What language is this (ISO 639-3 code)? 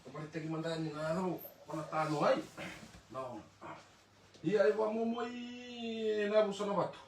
fij